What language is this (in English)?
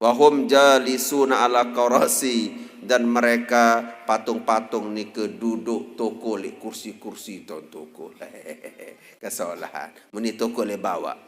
Sasak